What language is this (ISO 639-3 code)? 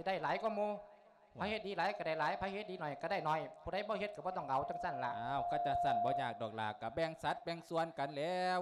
lao